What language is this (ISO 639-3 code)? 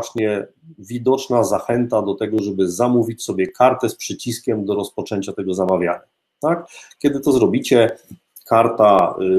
pol